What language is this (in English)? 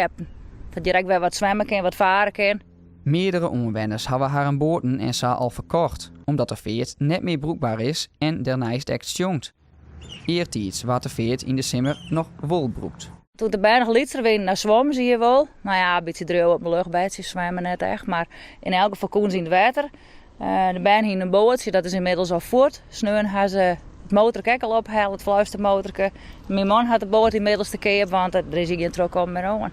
Western Frisian